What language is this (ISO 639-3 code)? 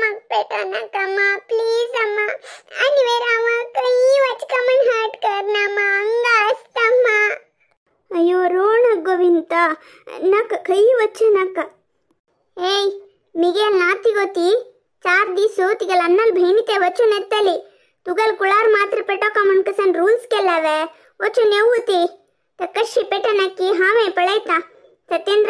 kok